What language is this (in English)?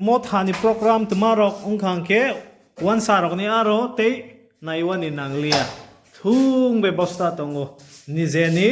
Kok Borok